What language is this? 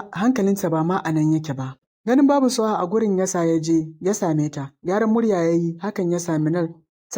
Hausa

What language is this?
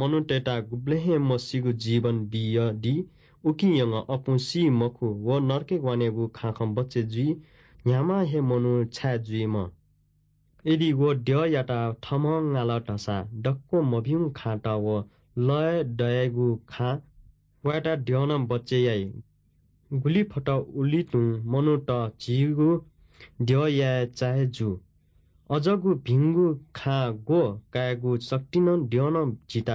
Newari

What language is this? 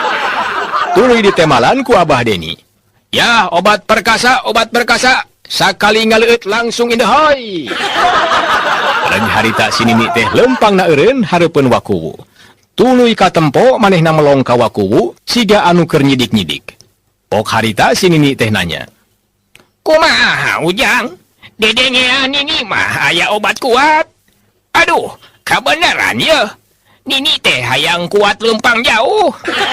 Sundanese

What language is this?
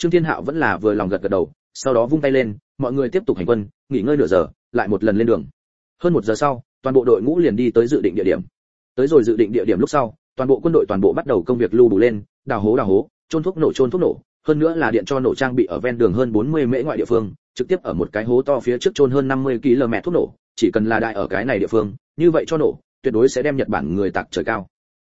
Vietnamese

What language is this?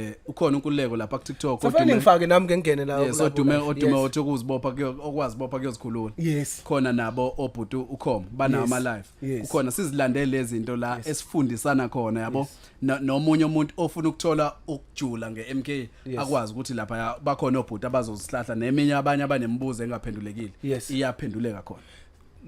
Zulu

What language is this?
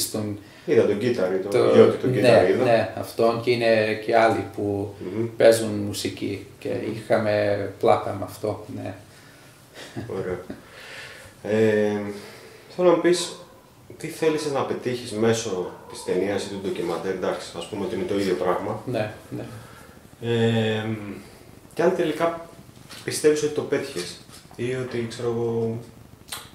Greek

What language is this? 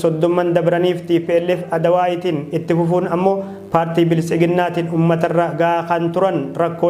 Oromo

